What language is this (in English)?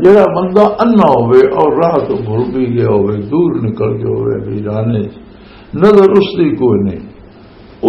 Western Panjabi